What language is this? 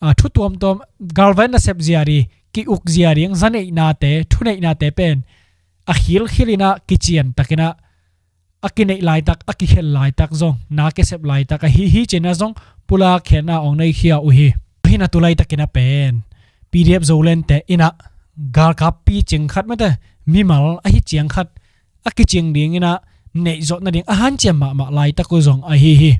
Tedim Chin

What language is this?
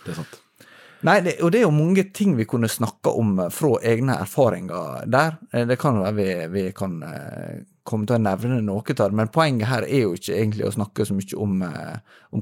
Norwegian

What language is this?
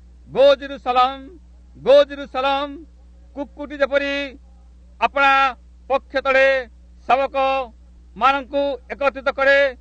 Odia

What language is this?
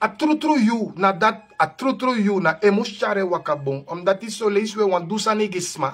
Sranan Tongo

